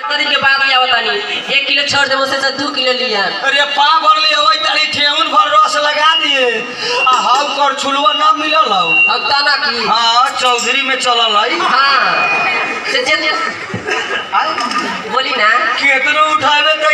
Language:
Bhojpuri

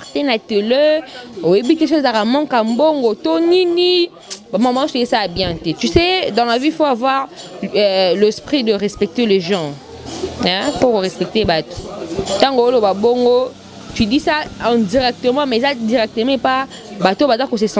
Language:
Lingala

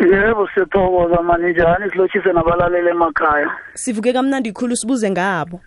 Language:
South Ndebele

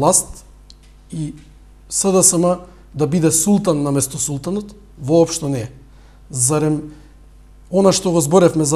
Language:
Macedonian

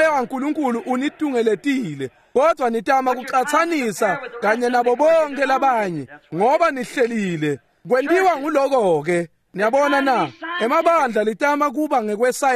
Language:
Swati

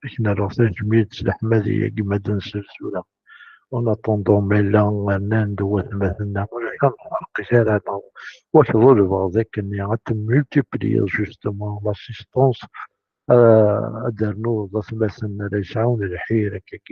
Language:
Kabyle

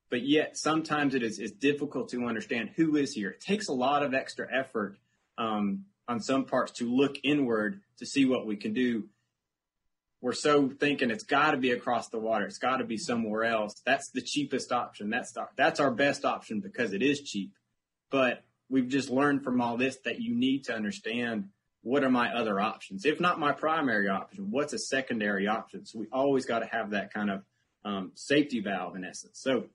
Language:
English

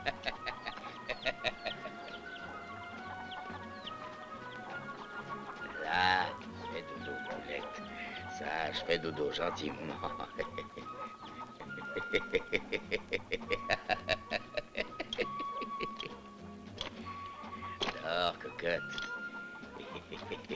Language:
French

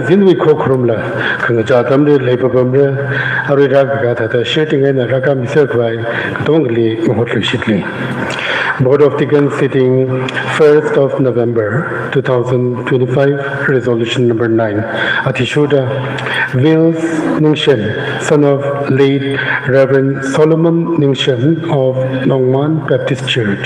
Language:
Tangkhul Naga (India)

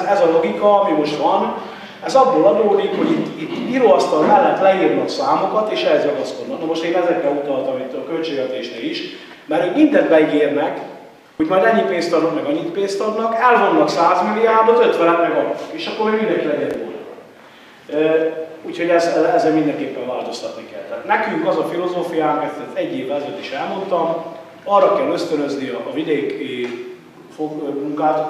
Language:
Hungarian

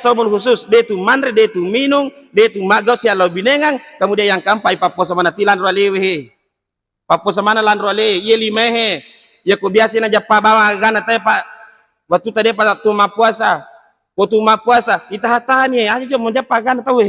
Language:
Buginese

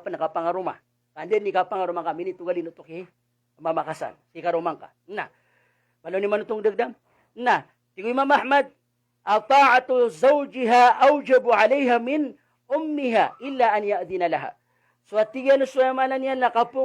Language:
Maranao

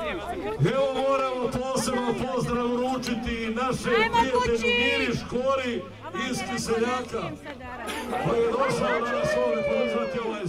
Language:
Croatian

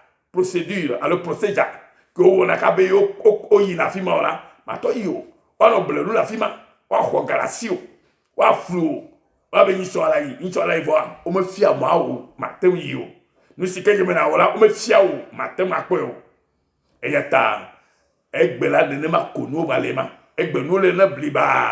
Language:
Ewe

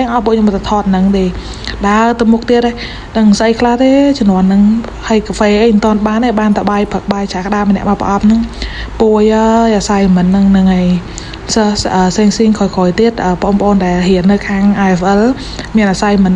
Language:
Khmer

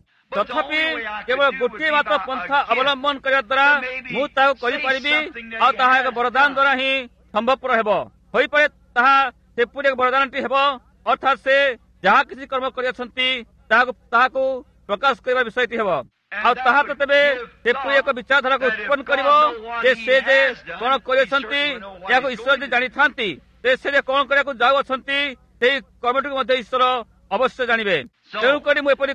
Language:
Odia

